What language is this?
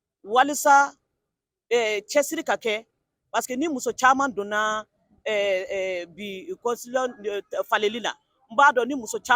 Bambara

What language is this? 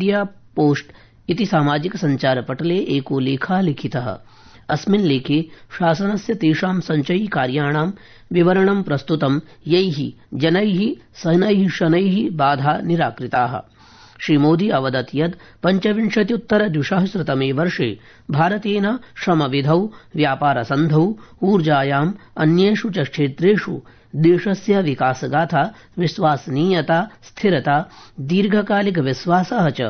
Sanskrit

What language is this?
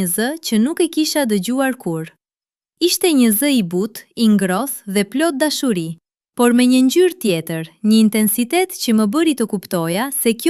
Albanian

